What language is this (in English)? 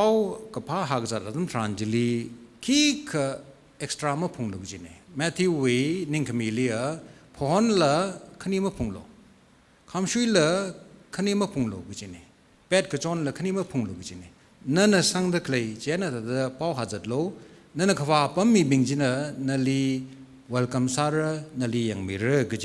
Tangkhul Naga (India)